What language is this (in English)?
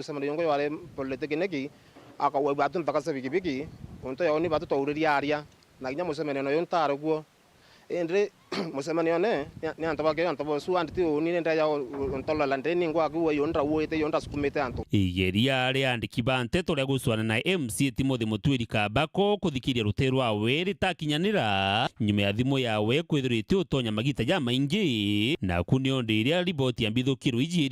Meru